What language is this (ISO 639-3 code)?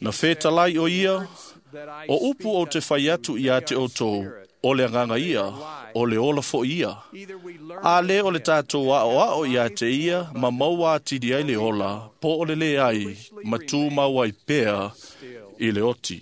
smo